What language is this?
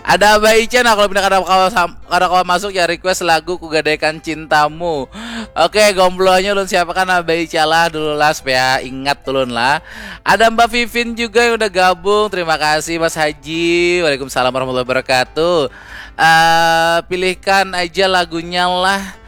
Banjar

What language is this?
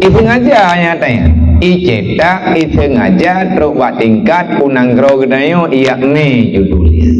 Achinese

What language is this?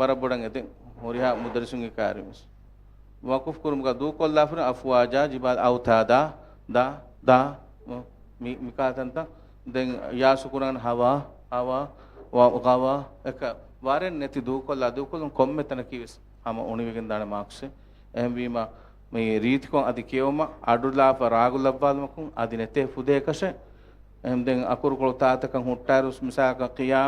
Divehi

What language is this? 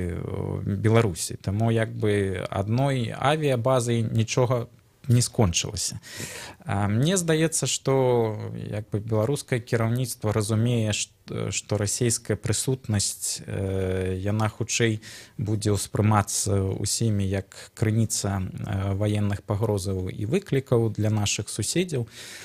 Belarusian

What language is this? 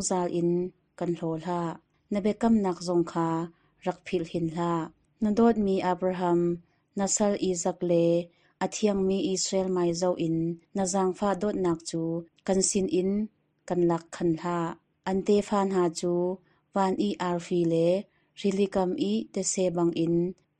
Hakha Chin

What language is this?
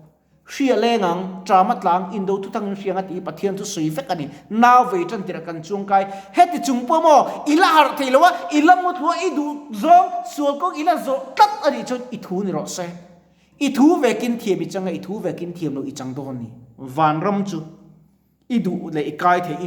Mizo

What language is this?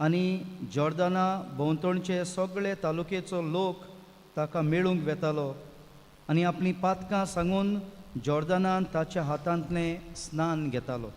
Konkani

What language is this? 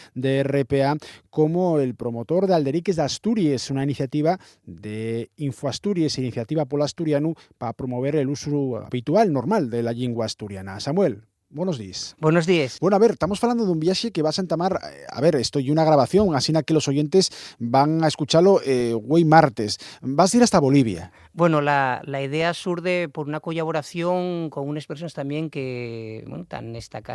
Asturian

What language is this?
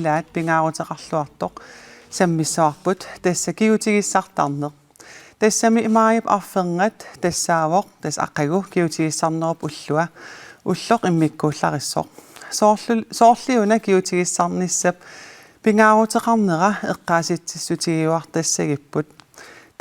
Kalaallisut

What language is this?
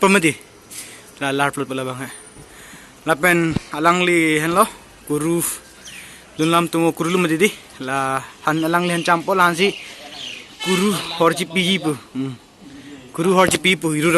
Karbi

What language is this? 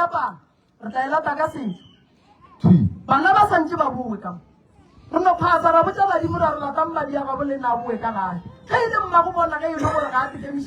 Northern Sotho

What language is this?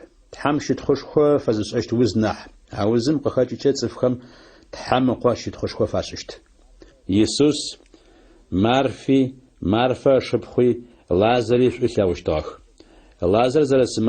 Adyghe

